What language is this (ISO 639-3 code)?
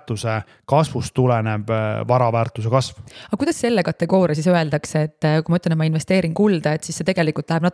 est